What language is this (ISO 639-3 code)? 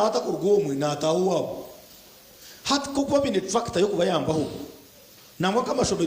nyn